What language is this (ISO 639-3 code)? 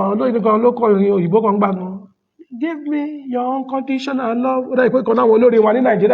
yor